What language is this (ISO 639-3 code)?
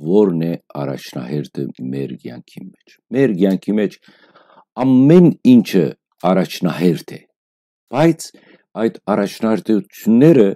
hyw